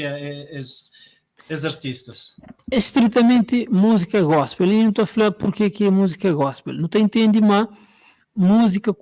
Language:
Kabuverdianu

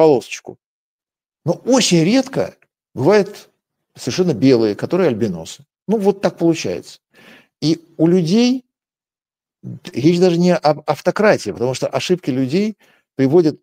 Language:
Russian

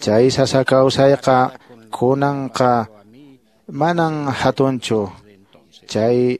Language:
Quechua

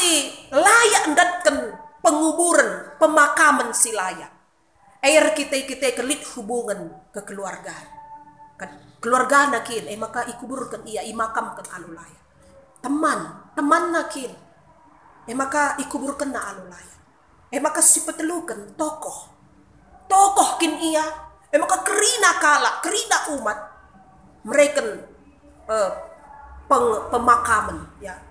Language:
Batak Karo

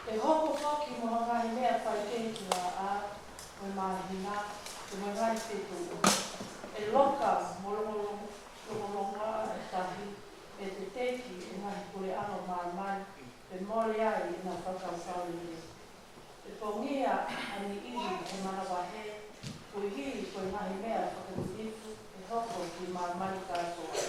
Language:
Tongan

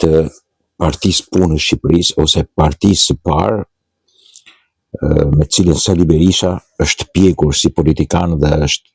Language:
Albanian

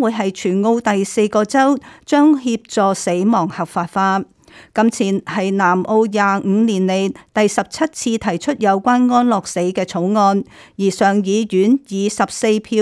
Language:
Cantonese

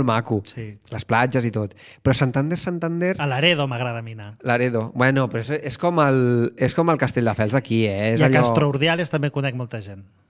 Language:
Catalan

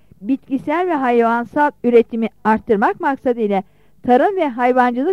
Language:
Turkish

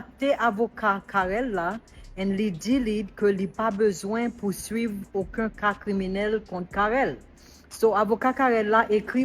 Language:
Haitian Creole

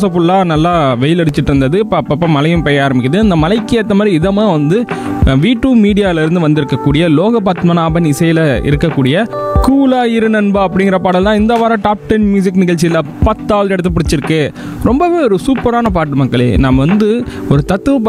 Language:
Tamil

